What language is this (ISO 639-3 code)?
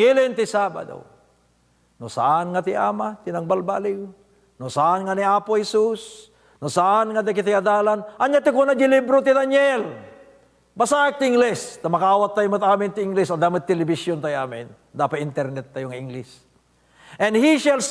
ilo